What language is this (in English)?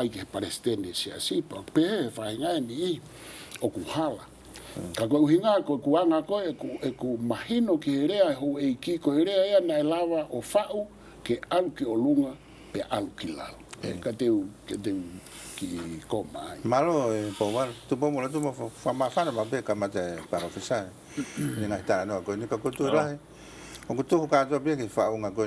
Tongan